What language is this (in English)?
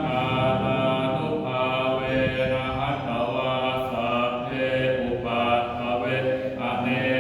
Pali